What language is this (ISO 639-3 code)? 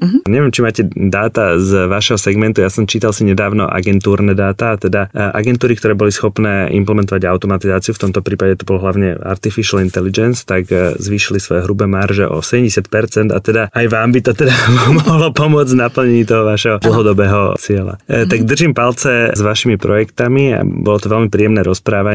slk